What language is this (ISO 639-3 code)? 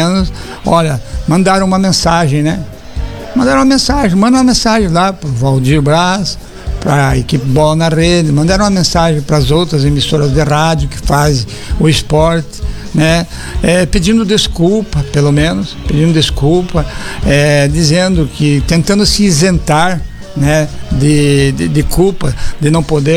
por